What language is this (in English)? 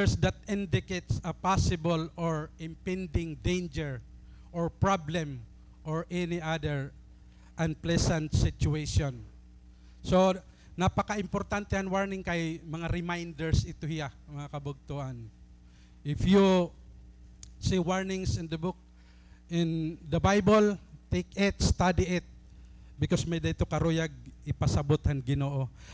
Waray